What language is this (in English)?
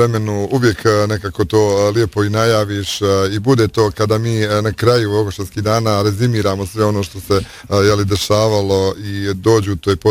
Bosnian